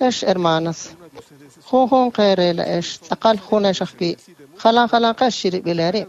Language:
Kekchí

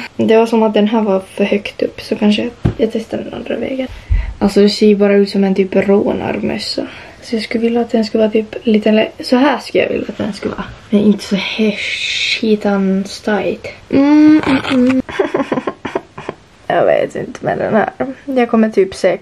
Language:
Swedish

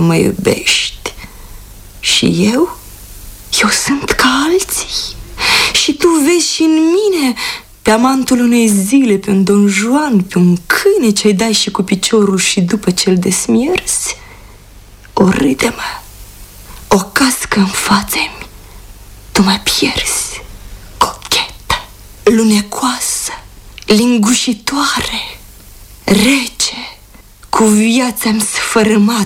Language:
Romanian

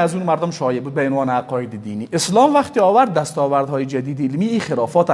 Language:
Persian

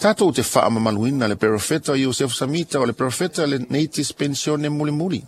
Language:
Samoan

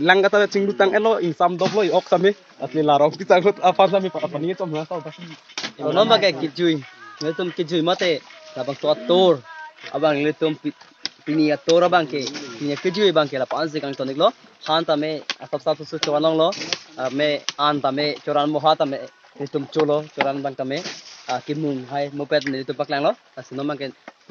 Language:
Karbi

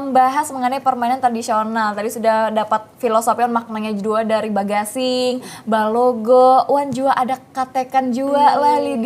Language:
Banjar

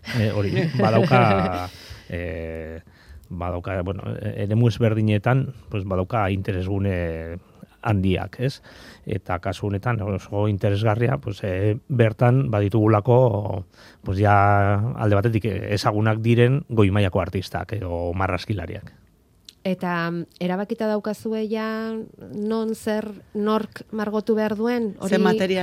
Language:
Basque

